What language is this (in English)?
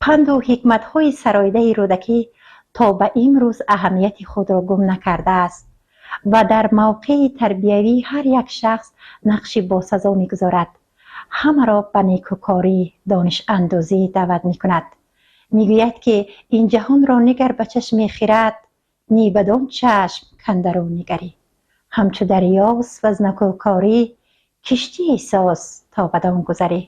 Tajik